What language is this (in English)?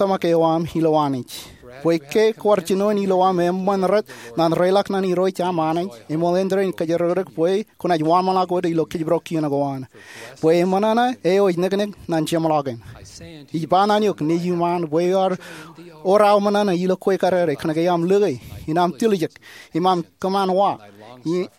Marshallese